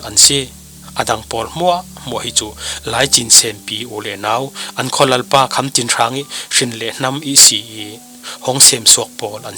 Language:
Falam Chin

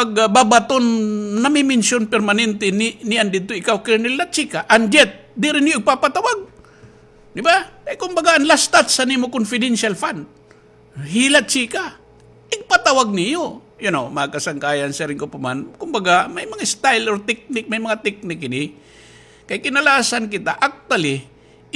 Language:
Waray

